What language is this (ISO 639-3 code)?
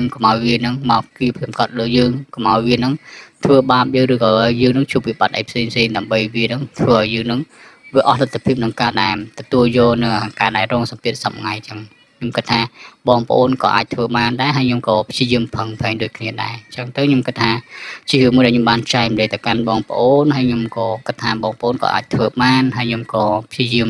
khm